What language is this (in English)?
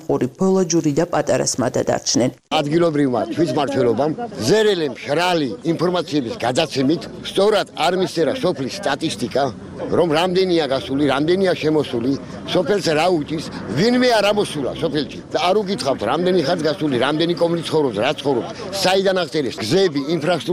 Georgian